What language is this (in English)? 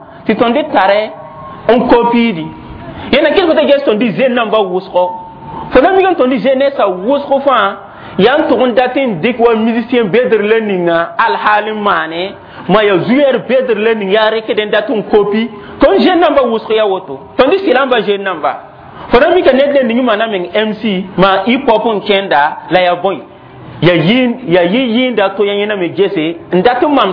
Mossi